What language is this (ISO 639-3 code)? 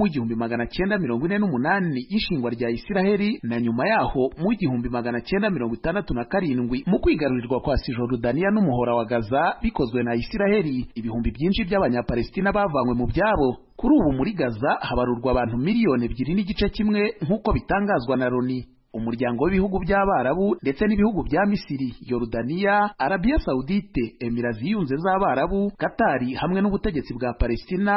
kin